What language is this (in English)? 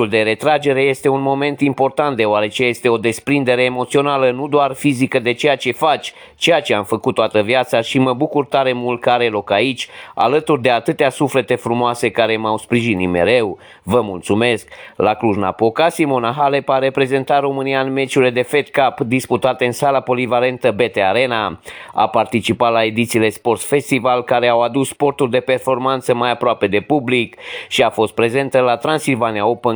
Romanian